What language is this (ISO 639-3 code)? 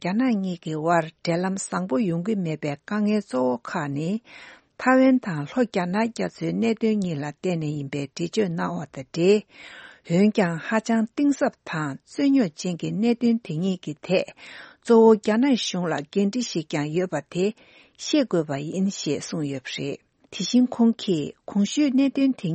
bod